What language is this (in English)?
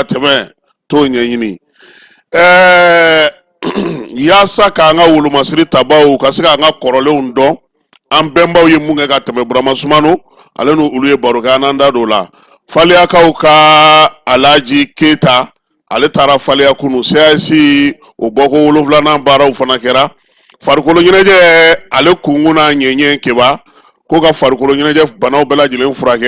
Bambara